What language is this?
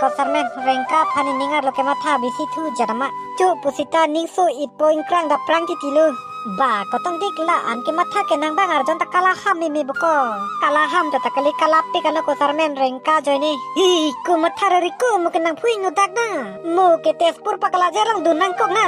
Karbi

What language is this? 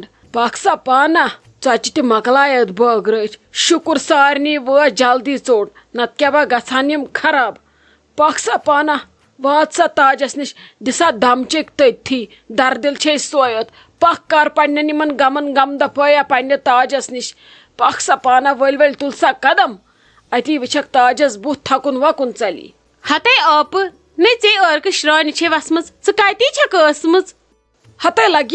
Kashmiri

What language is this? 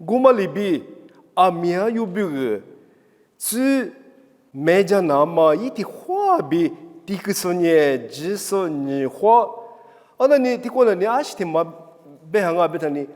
Lisu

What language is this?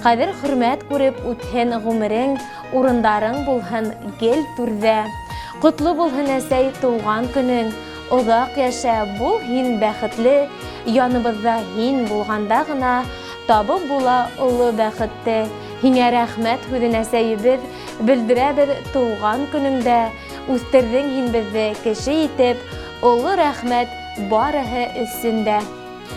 Bashkir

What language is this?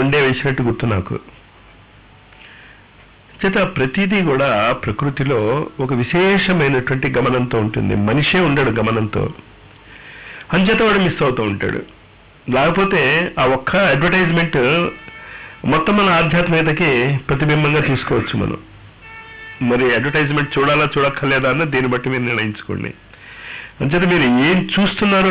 Telugu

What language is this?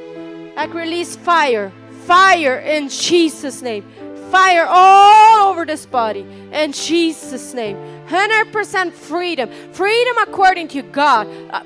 Plautdietsch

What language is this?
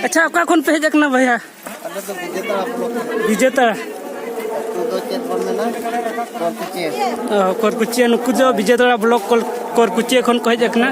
Santali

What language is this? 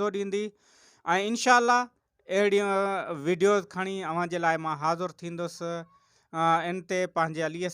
Sindhi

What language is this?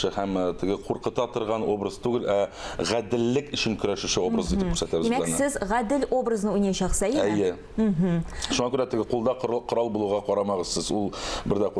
Tatar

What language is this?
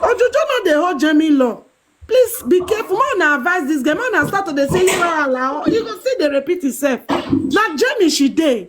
Nigerian Pidgin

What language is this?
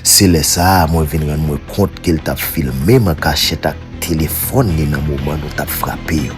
Haitian Creole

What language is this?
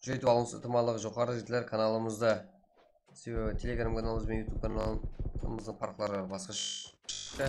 Kara-Kalpak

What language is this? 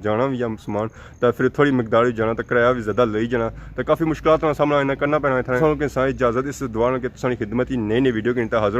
Pahari-Potwari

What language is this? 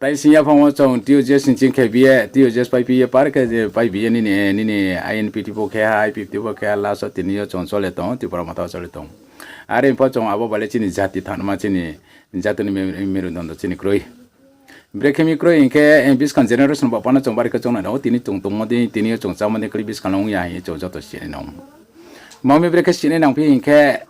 Riang (India)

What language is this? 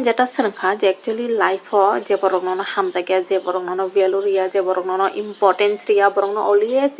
Kok Borok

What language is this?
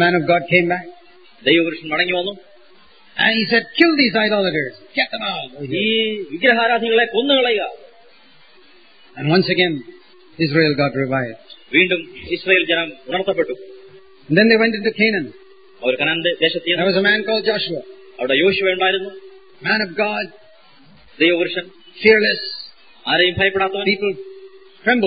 Malayalam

